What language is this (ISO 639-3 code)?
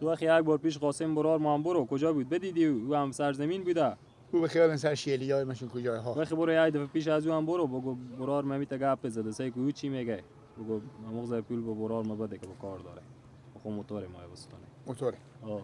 fas